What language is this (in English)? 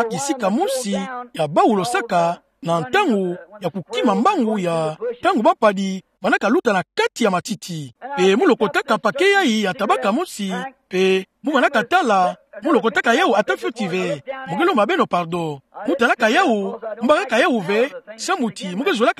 Kituba (Democratic Republic of Congo)